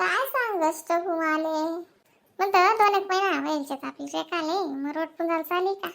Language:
Khandesi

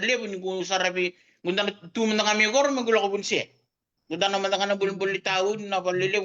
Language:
Fijian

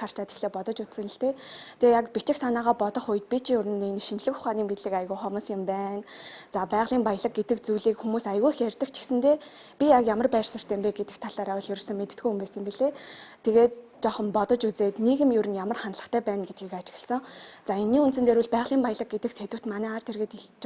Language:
Mongolian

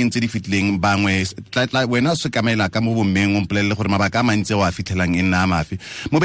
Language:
Tswana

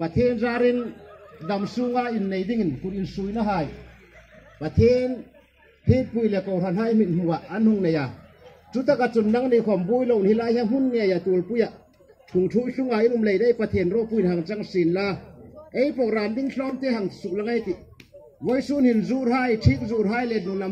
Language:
Hmar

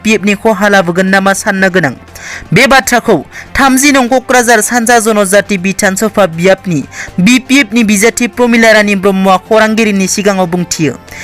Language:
Bodo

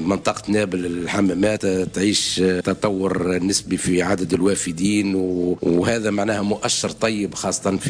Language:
Tunisian Arabic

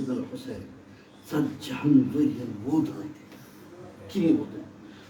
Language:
Kashmiri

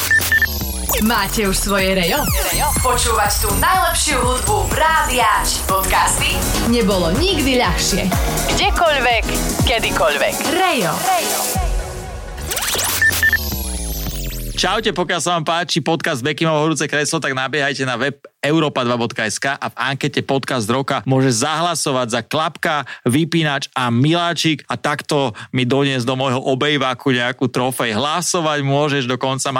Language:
Slovak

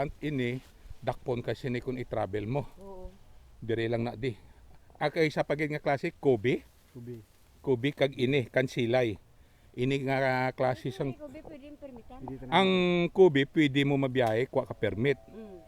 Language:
Hiligaynon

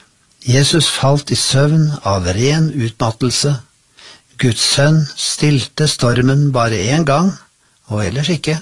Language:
Norwegian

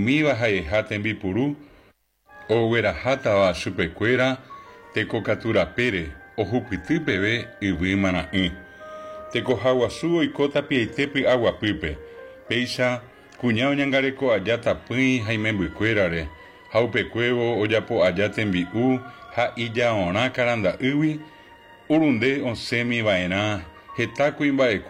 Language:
Guarani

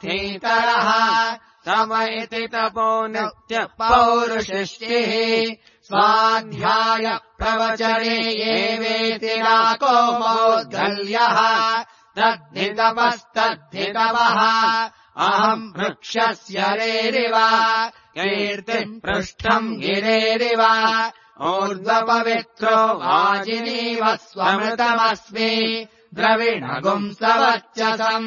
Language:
Sanskrit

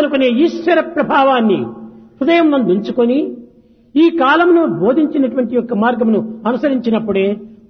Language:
Telugu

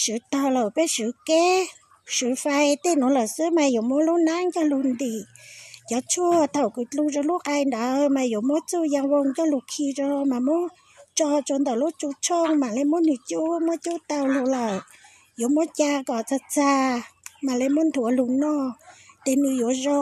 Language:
Hmong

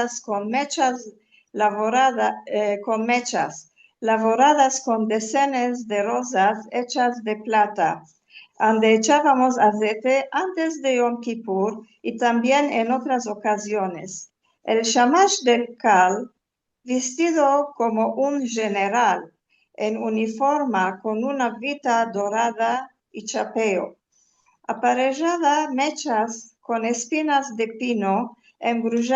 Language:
Ladino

